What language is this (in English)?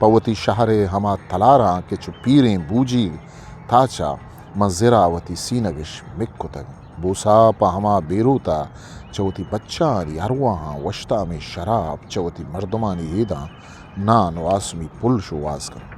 Eastern Balochi